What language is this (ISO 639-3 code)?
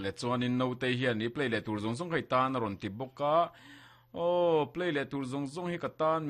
lus